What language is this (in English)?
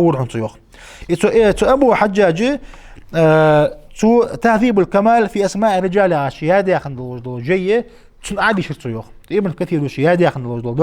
Ingush